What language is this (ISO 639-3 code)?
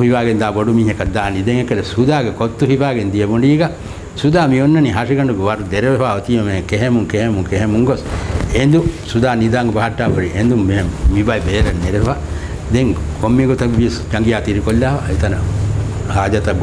div